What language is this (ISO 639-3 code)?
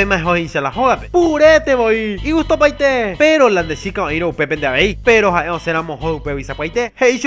grn